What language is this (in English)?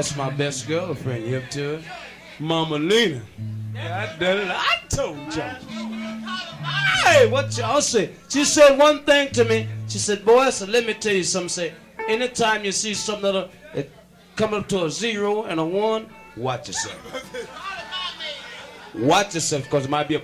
Polish